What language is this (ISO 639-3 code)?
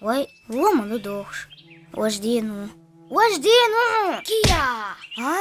che